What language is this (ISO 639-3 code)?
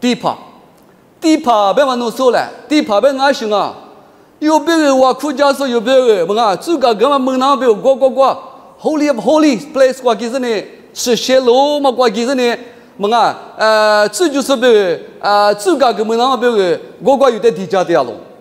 lis